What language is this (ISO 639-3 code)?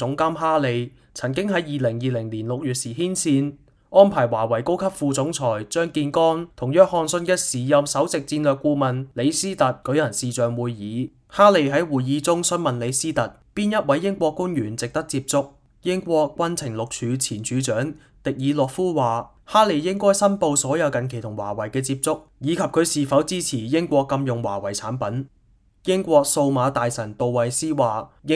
yue